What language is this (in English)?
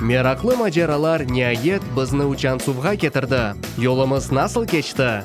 Crimean Tatar